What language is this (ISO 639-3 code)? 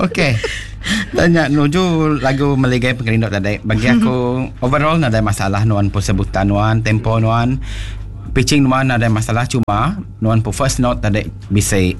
iba